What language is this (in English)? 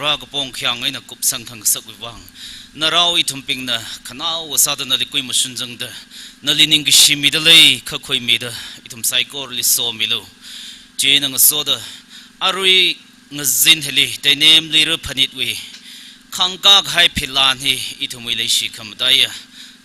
Tangkhul Naga (India)